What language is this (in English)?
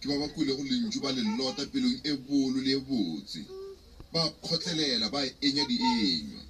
Northern Sotho